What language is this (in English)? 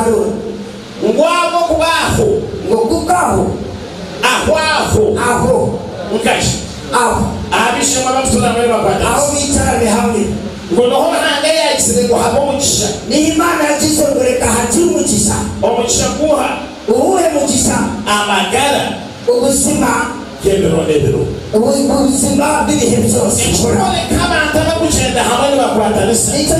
Nyankole